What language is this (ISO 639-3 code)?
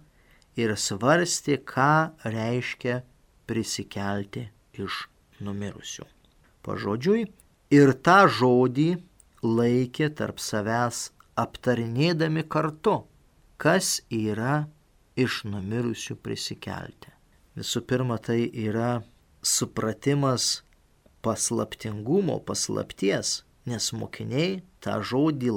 lit